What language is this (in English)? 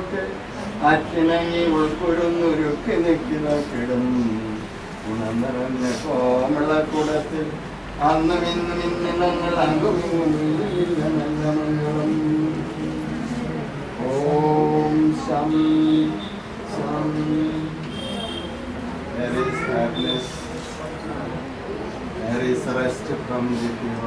Malayalam